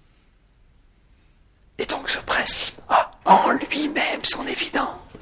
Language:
French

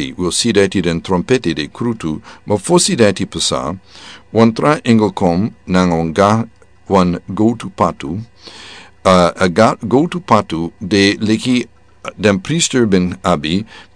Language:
Sranan Tongo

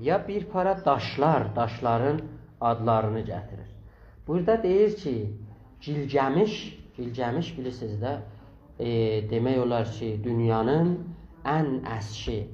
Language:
South Azerbaijani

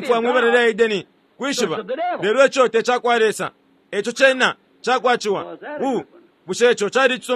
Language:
Bemba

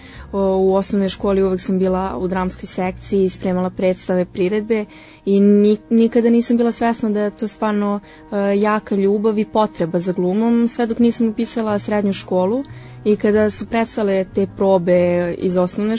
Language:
Serbian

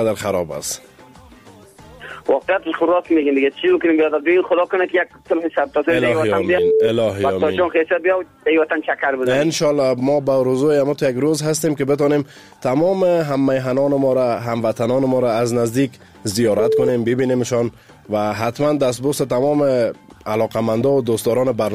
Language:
Persian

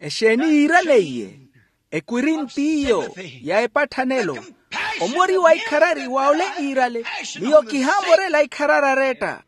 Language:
Makhuwa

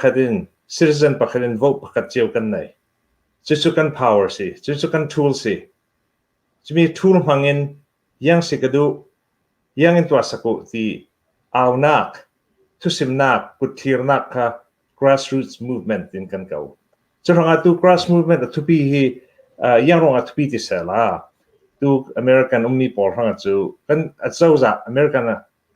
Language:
Hakha Chin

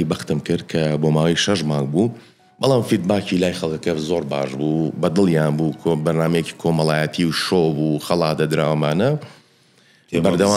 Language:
Central Kurdish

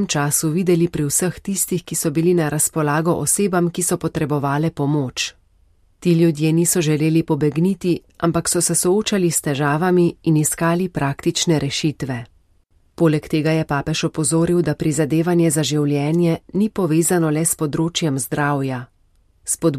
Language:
Slovenian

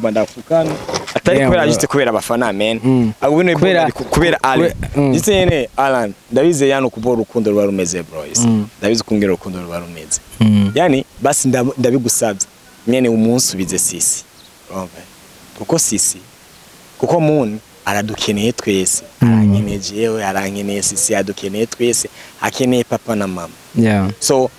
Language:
Rundi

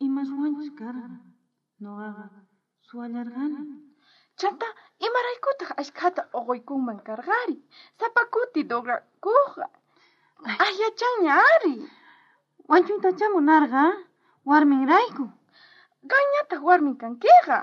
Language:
South Bolivian Quechua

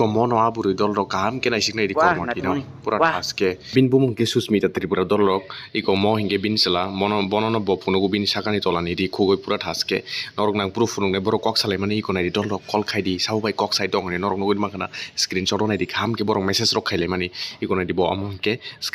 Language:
Kok Borok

